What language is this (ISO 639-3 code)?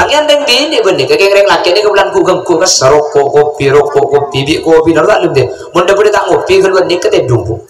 mad